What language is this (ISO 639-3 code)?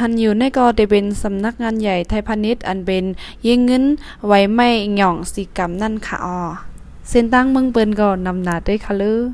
shn